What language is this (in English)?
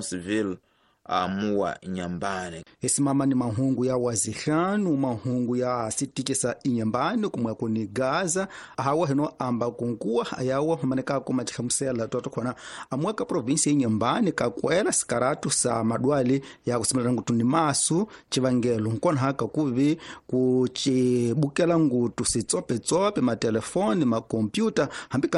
Tsonga